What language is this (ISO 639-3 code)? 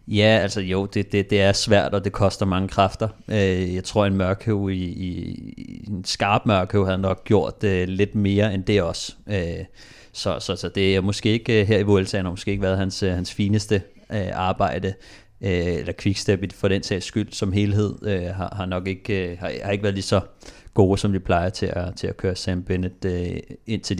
dan